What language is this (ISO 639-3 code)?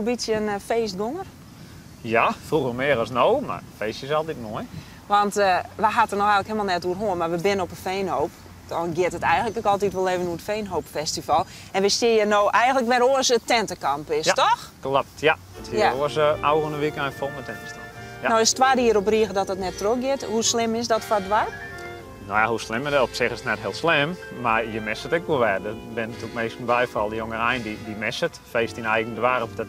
fry